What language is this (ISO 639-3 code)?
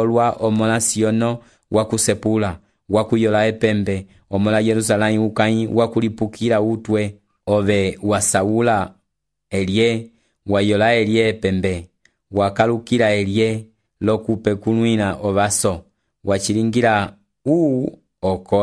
umb